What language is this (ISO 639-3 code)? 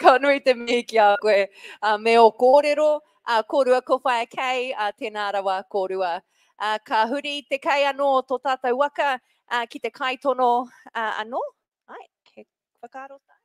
mri